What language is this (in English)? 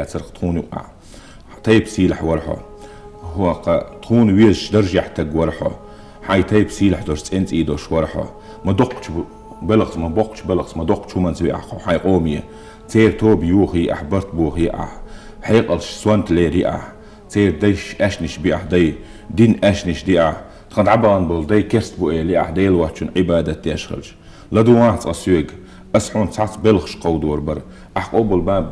Chechen